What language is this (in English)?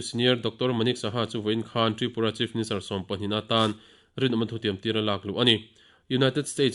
Mizo